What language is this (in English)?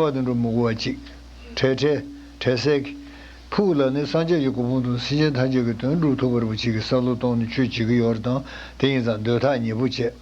Tibetan